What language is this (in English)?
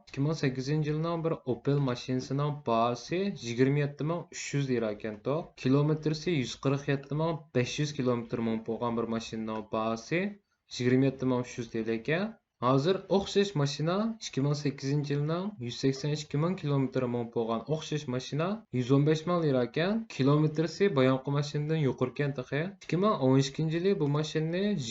Uyghur